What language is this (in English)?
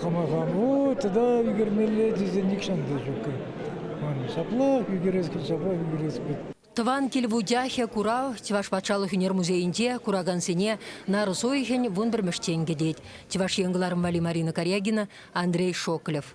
Chuvash